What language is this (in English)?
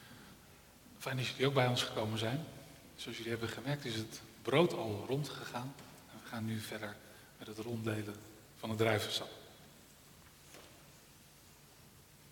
Dutch